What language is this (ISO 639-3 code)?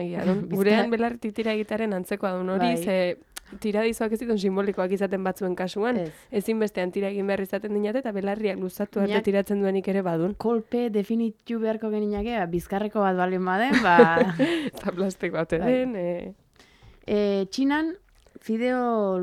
eus